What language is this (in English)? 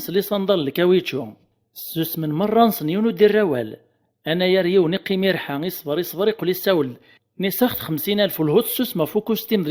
Kabyle